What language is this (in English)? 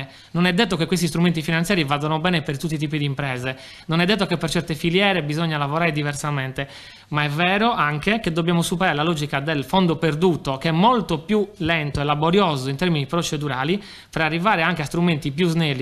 Italian